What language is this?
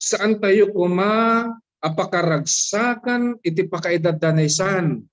Iloko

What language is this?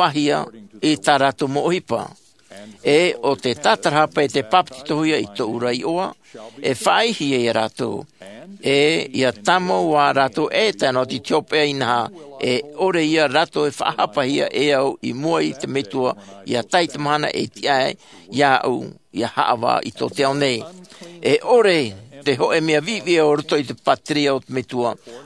Tahitian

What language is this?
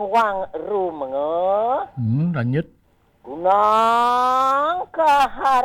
Balinese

